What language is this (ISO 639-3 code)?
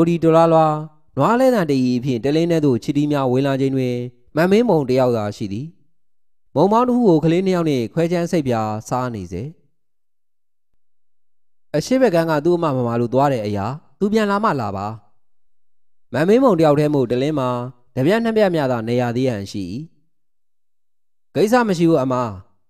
mya